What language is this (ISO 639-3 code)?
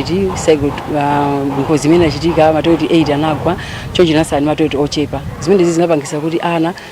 nya